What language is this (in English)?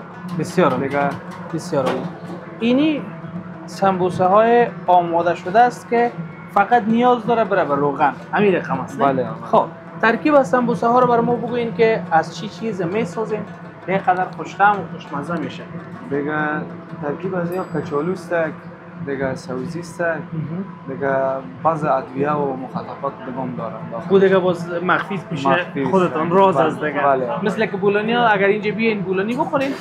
Persian